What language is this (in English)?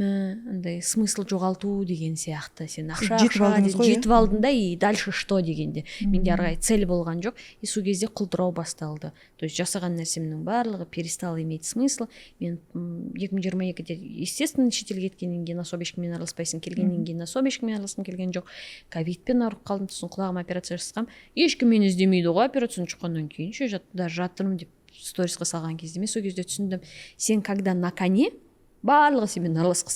Kazakh